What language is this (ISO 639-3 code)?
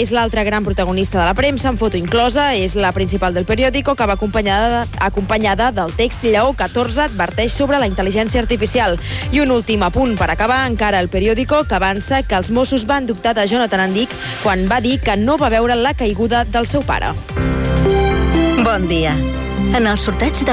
cat